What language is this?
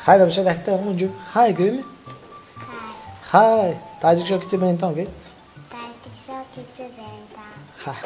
Tajik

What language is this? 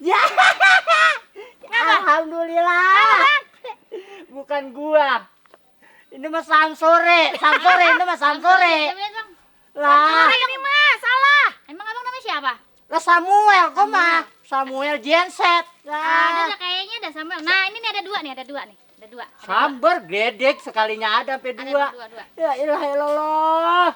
Betawi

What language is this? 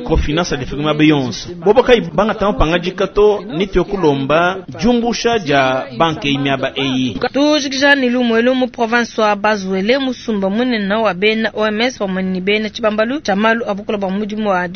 Luba-Lulua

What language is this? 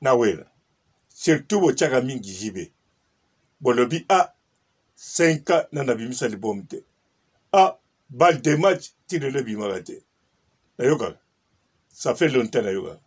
Lingala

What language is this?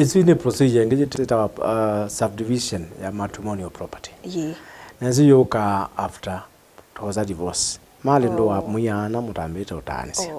Kamba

